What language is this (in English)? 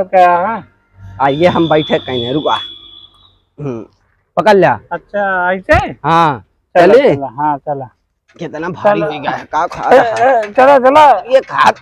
Awadhi